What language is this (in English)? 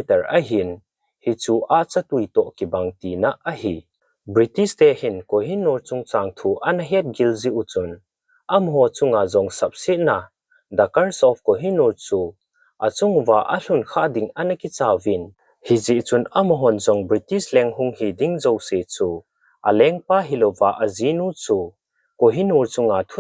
Thado Chin